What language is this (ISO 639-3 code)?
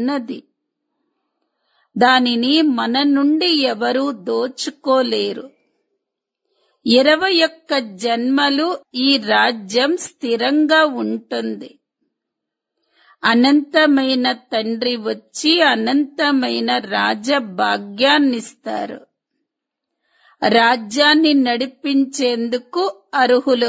tel